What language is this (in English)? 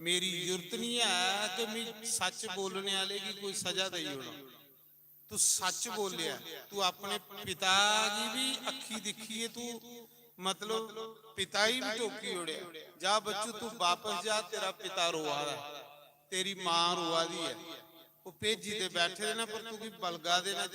Dogri